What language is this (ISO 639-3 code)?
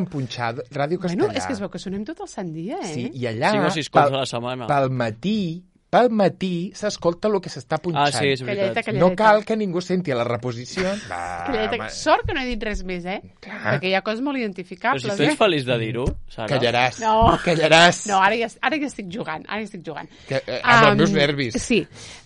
cat